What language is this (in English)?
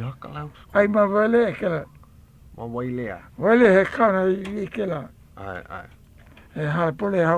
Hawaiian